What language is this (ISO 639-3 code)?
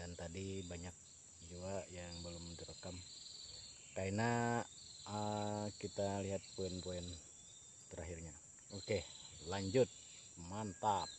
bjn